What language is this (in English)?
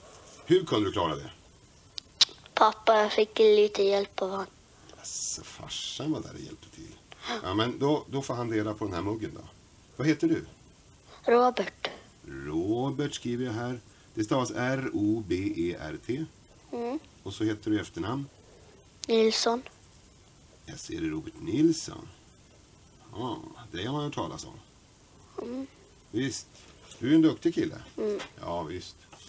Swedish